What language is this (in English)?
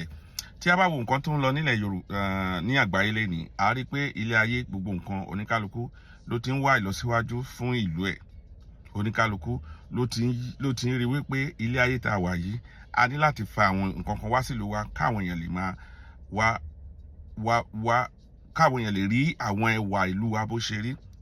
Yoruba